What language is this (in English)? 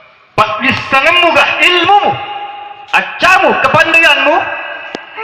Buginese